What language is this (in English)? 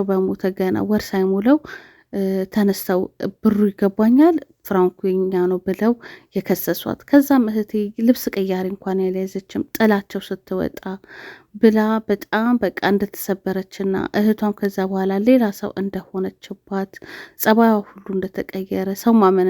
Amharic